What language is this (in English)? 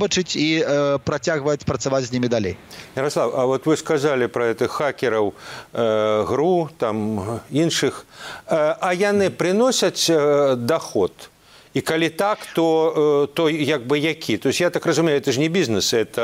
Belarusian